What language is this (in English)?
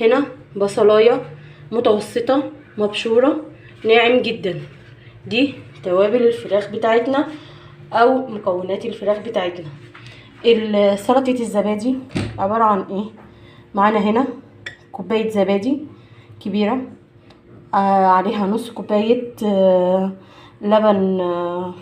Egyptian Arabic